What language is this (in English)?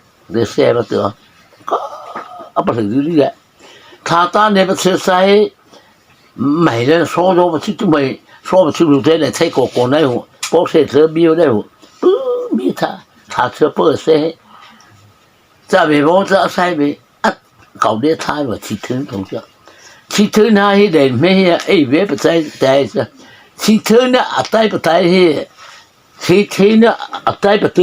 Mara Chin